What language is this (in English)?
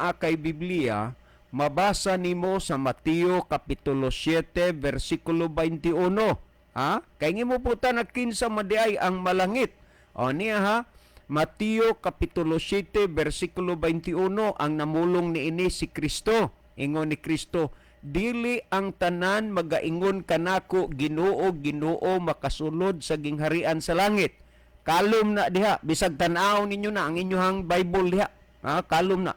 Cebuano